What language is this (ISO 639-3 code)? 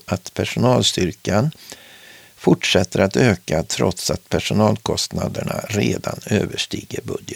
swe